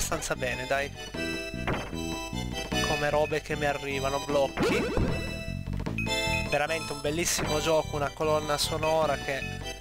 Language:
Italian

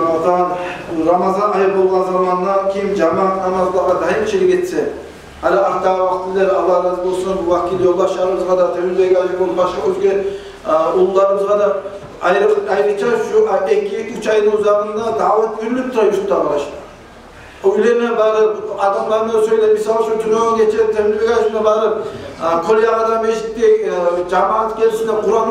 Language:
Kumyk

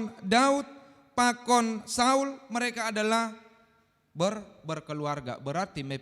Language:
Batak Simalungun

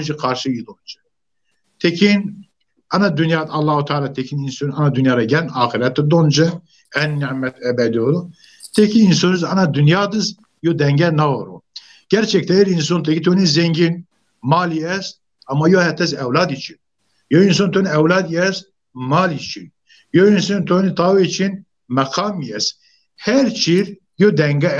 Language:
Zaza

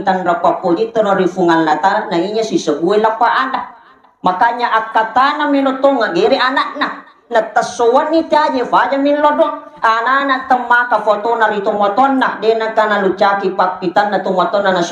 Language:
Buginese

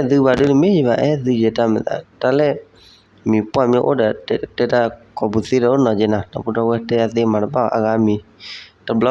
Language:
S'gaw Karen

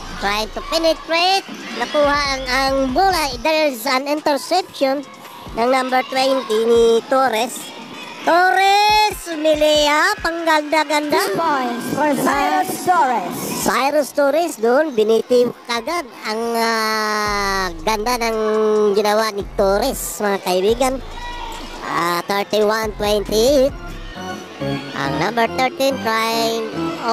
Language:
Filipino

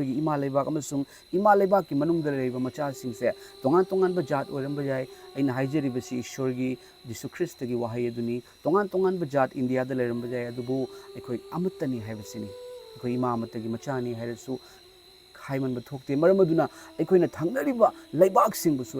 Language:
Manipuri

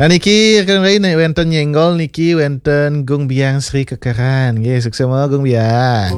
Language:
Balinese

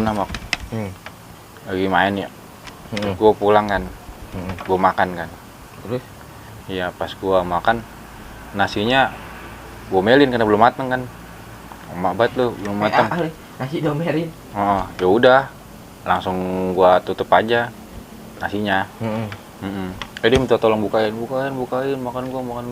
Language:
Betawi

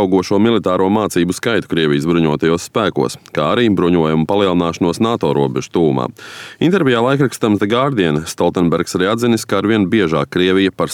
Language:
Latvian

